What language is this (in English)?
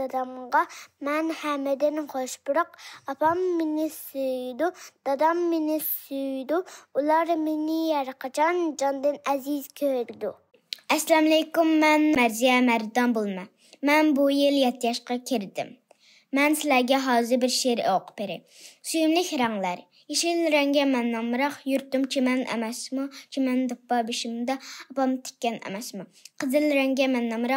Uyghur